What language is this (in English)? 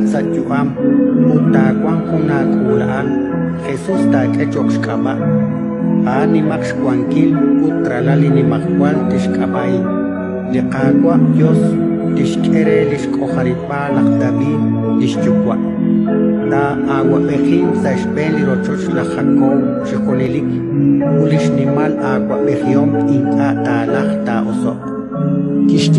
Kekchí